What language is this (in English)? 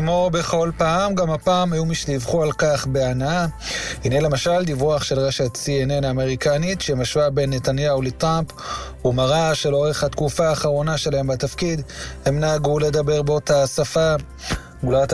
Hebrew